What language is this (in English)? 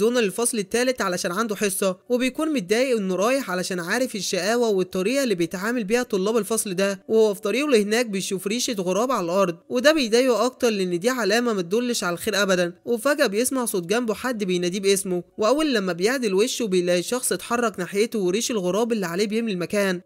Egyptian Arabic